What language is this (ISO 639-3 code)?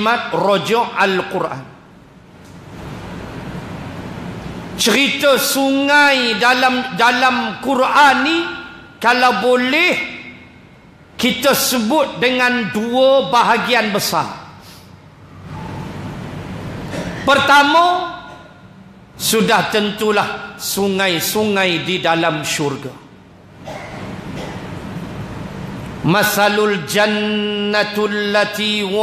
msa